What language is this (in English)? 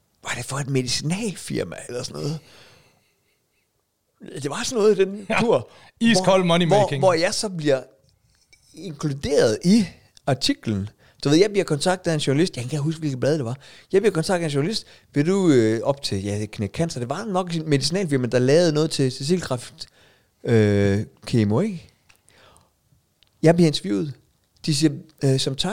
Danish